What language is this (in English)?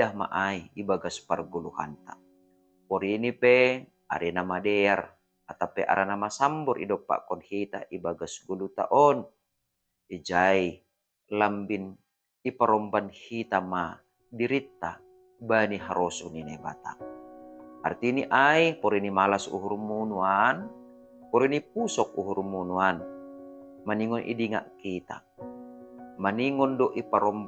Batak Simalungun